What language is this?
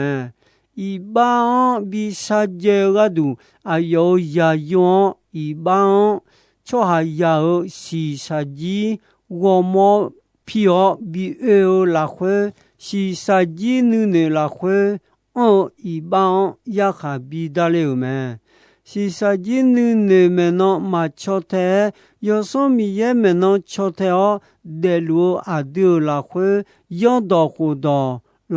Akha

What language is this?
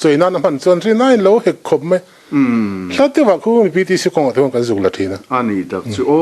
Mizo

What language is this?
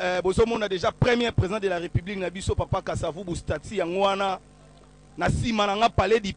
Lingala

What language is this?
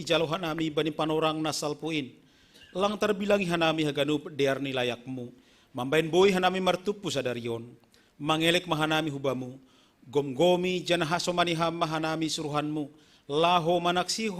Batak Simalungun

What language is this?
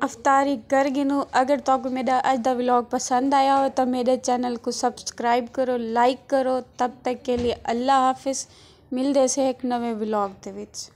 Saraiki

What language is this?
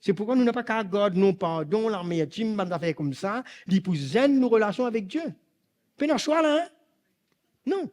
Morisyen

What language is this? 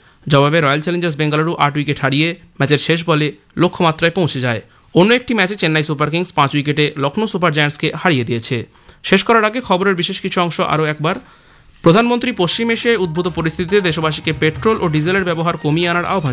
Bangla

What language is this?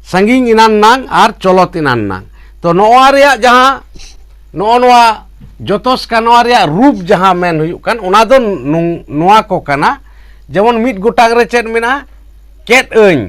Santali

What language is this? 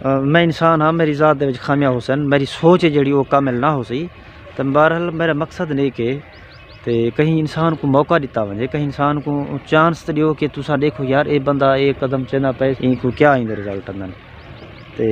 Saraiki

